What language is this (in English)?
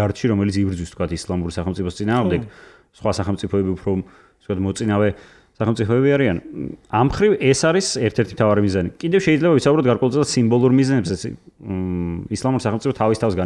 Georgian